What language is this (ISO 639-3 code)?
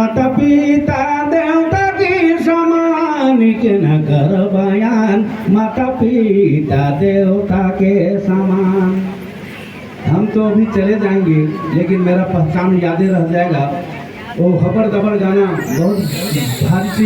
sck